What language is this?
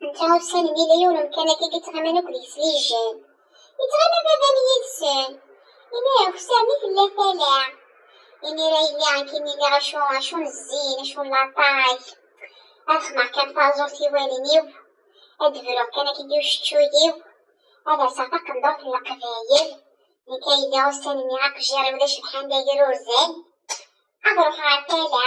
Kabyle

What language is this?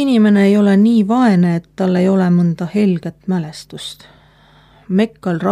Estonian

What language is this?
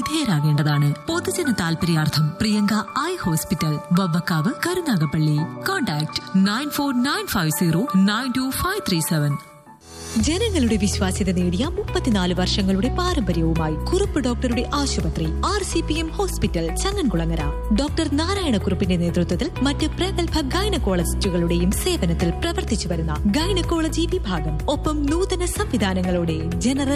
Malayalam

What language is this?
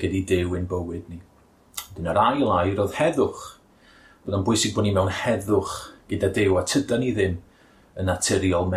Welsh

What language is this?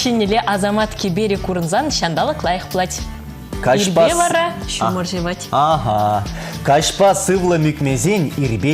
Chuvash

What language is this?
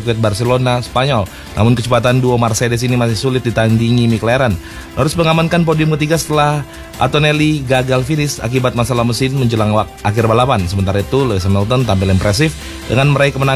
Indonesian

